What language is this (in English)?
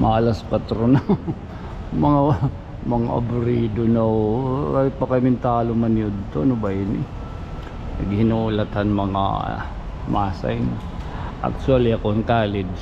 Waray